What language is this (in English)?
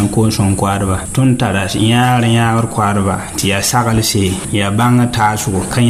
Mossi